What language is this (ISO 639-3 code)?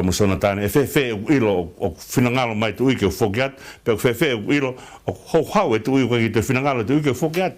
ton